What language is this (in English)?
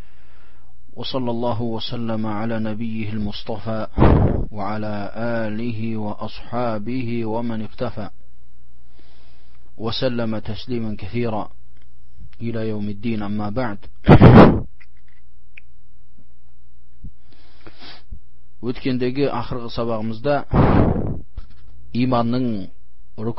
Kazakh